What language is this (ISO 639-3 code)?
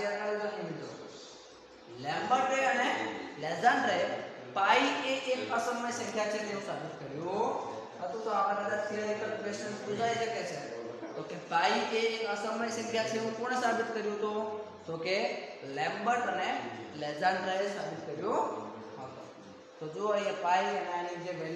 guj